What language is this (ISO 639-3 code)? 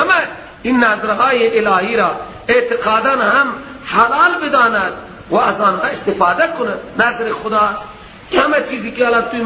fas